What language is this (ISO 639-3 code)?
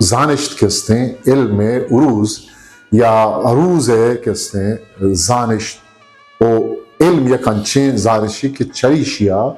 bgp